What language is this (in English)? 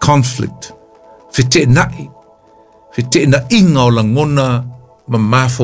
Samoan